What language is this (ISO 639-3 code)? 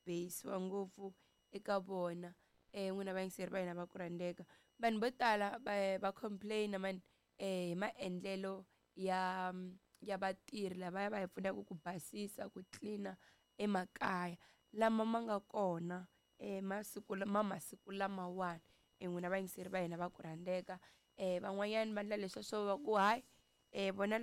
tso